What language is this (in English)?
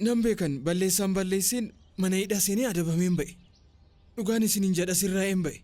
Oromo